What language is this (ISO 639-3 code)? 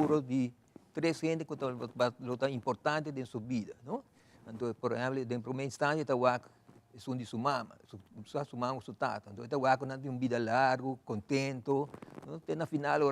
pap